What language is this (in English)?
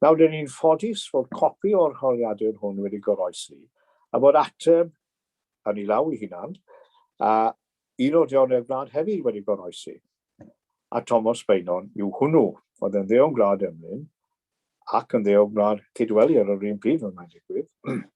Welsh